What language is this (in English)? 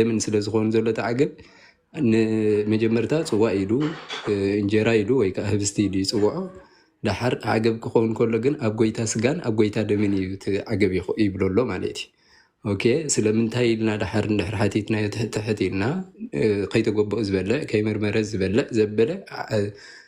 Tigrinya